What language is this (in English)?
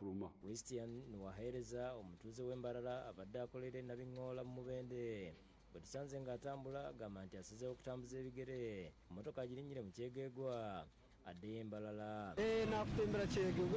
Ganda